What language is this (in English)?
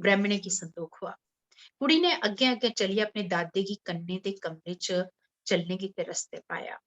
Dogri